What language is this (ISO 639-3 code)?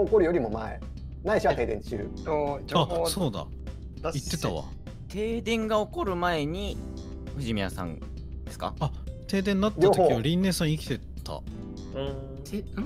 jpn